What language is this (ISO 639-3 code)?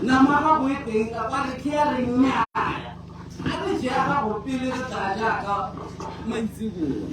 tsn